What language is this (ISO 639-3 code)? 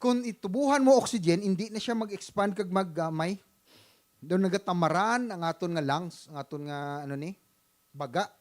hil